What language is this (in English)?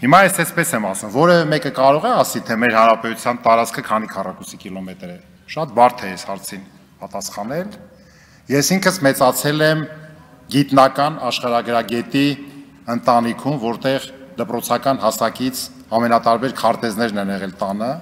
Armenian